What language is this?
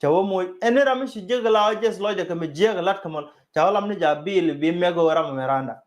Nuer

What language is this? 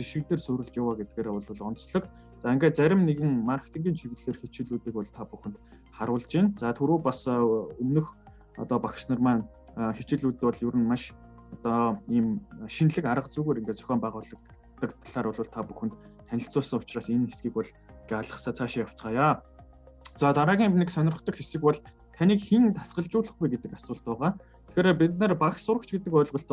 Mongolian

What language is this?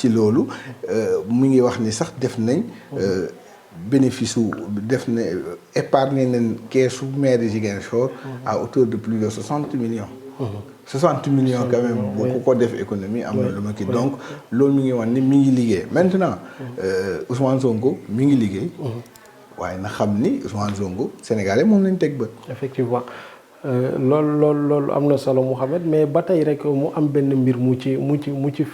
Wolof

